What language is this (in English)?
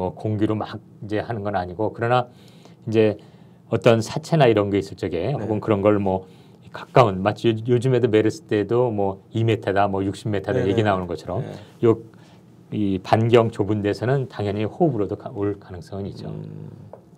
Korean